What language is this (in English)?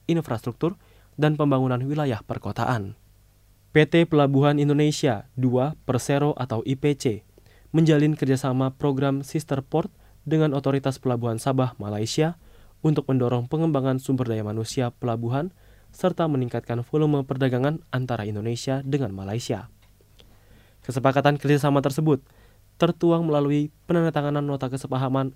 Indonesian